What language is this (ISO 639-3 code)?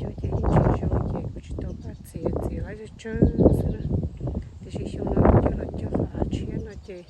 hmn